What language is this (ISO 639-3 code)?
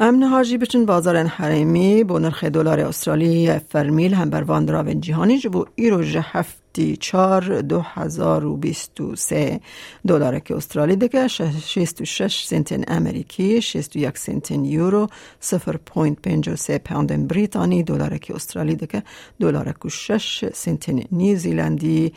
kur